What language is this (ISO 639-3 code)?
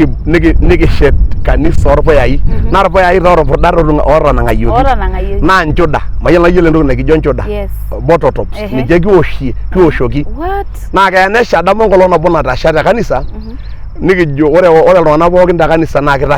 mas